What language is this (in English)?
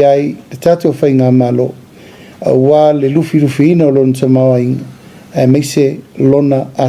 Samoan